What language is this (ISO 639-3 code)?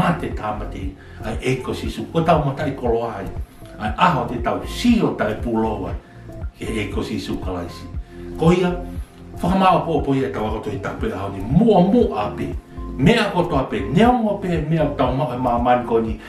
ton